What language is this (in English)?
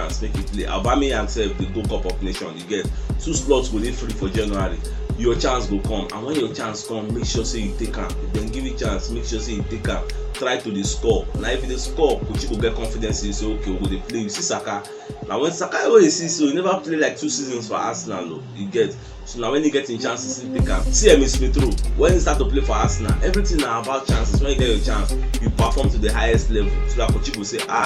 Nigerian Pidgin